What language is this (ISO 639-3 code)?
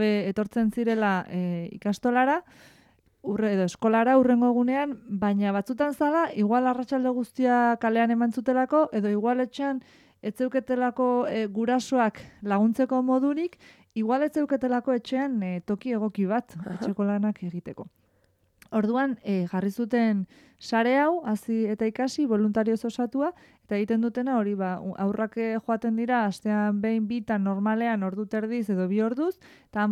eus